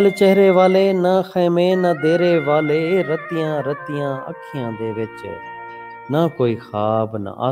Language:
Saraiki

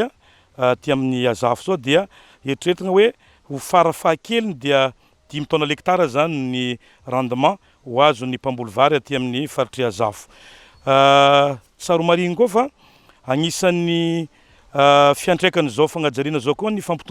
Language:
Malagasy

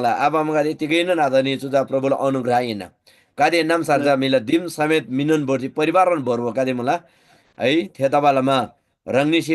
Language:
Eastern Tamang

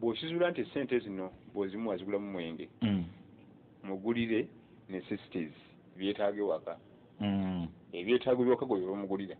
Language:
Ganda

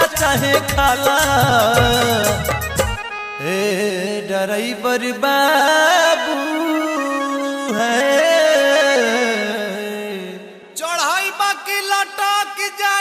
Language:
Bhojpuri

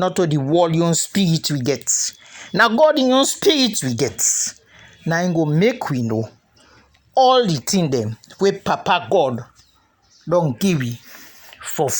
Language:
Krio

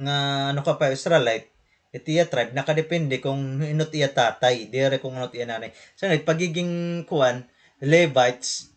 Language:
Waray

